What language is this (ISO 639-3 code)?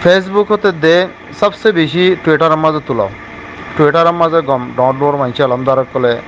rhg